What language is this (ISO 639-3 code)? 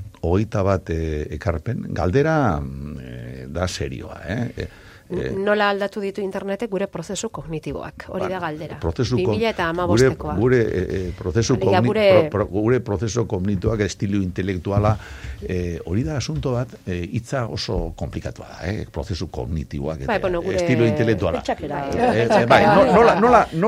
eus